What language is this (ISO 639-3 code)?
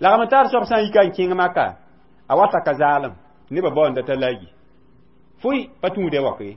mos